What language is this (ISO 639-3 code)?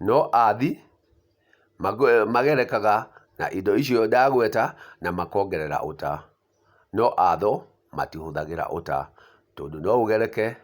kik